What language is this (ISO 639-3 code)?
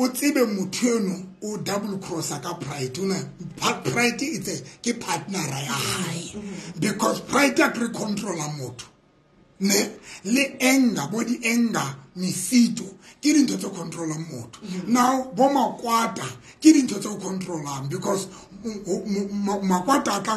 sot